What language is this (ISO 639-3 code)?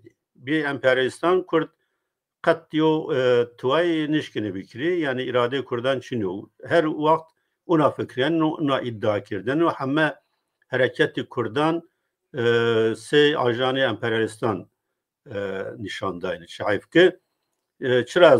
zza